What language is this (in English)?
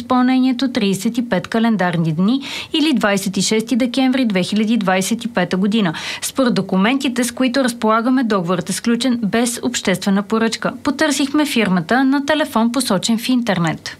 Bulgarian